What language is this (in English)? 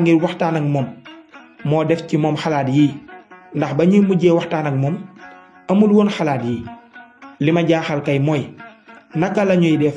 Wolof